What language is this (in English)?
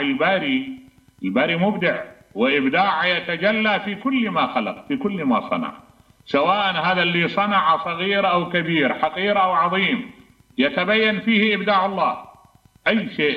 Mesopotamian Arabic